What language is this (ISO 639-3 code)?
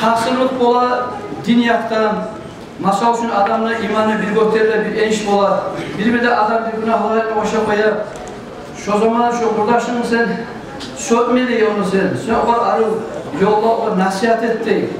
kum